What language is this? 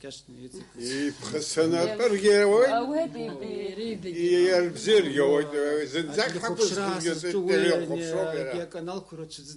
Abkhazian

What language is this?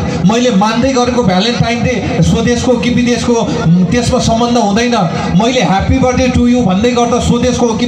Nepali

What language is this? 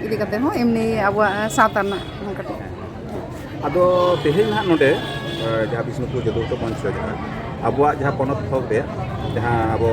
Santali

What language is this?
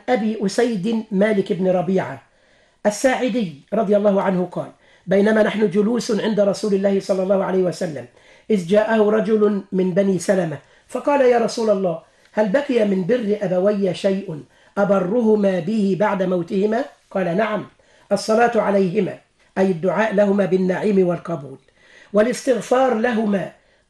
Arabic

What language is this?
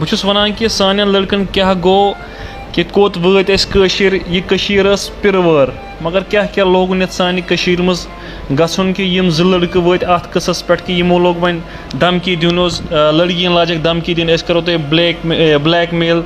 Kashmiri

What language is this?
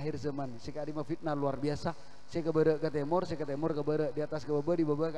Madurese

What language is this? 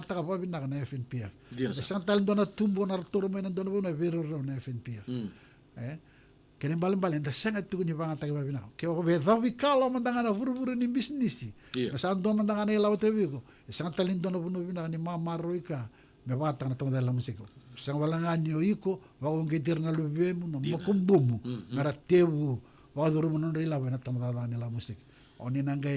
Fijian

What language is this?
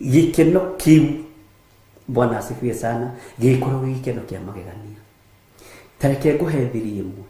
Kikuyu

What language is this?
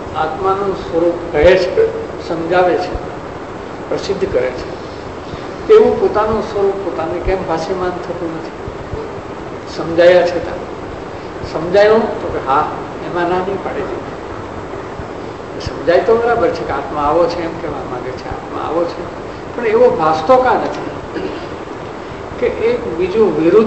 Gujarati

